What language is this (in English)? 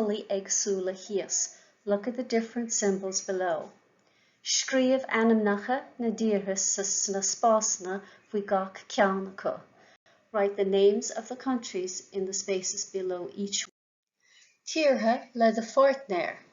Irish